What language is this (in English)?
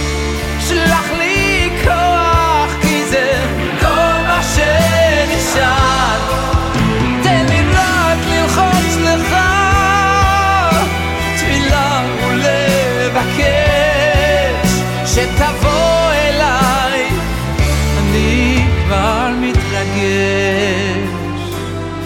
Hebrew